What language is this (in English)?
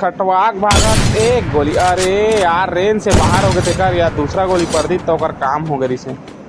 Chhattisgarhi